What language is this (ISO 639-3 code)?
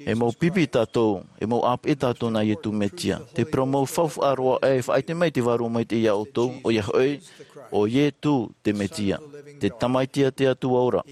tah